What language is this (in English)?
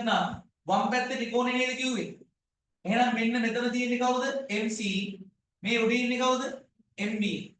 Sinhala